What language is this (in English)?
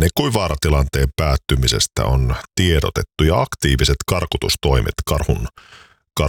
Finnish